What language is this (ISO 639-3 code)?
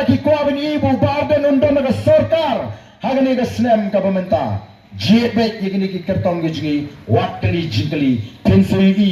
kha